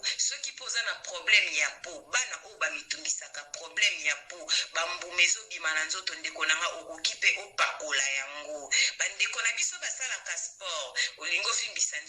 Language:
Lingala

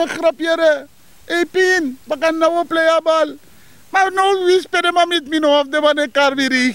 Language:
Sranan Tongo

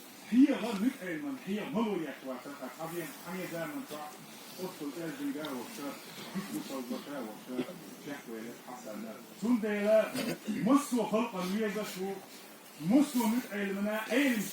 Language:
Chechen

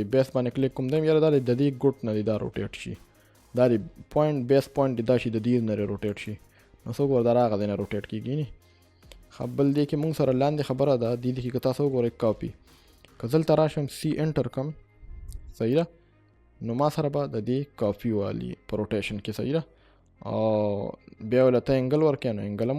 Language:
Pashto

